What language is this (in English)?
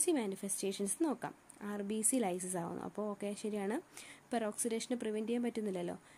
Malayalam